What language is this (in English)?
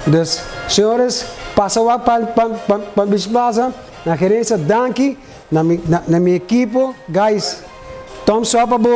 Papiamento